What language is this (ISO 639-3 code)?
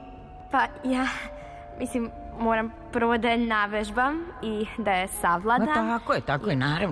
srp